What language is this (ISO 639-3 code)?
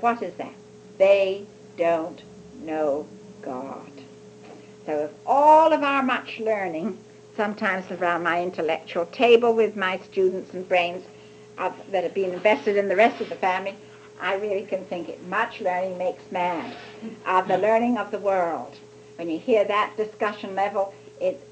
eng